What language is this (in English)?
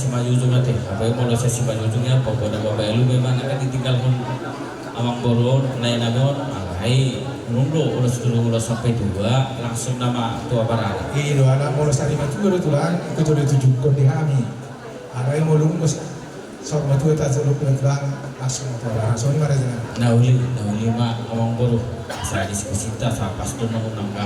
Batak Toba